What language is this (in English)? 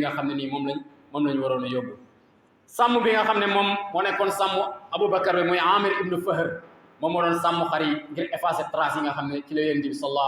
Wolof